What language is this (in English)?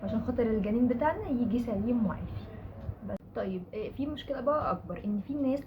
Egyptian Arabic